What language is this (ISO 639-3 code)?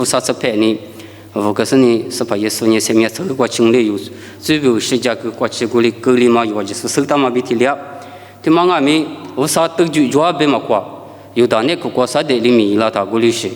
lis